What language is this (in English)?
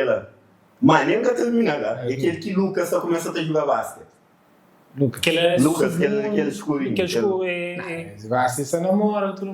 Kabuverdianu